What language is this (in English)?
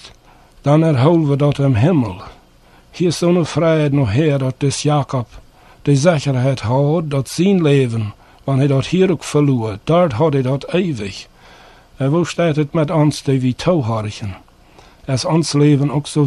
Plautdietsch